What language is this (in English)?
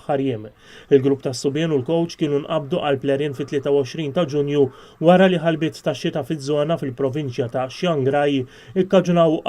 Maltese